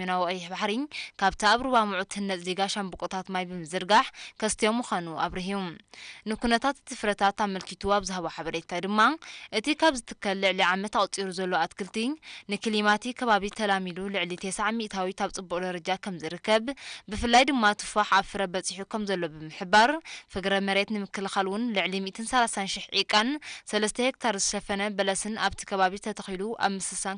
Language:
Tigrinya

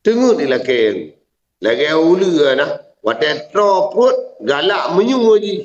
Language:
Achinese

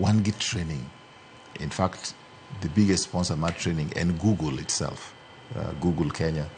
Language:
Luo (Kenya and Tanzania)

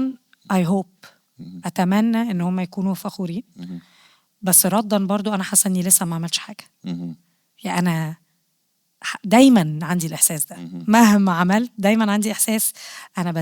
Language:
Egyptian Arabic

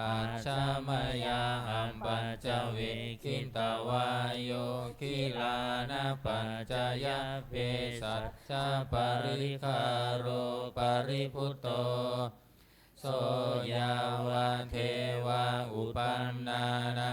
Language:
Pali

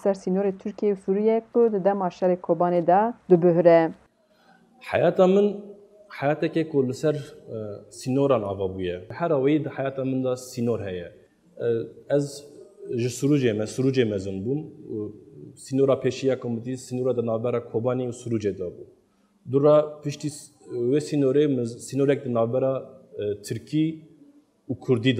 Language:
Kurdish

